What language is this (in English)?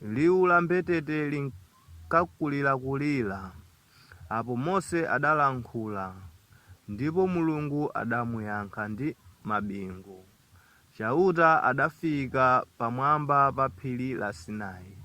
Nyanja